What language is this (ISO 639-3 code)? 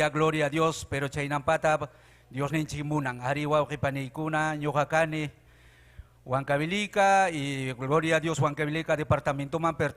quy